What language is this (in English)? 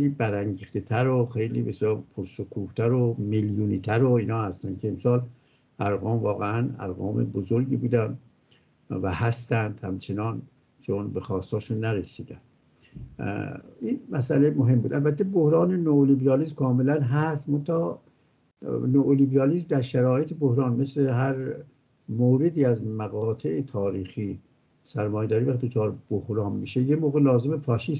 Persian